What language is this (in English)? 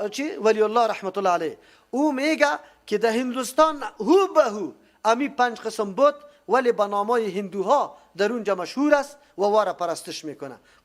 Persian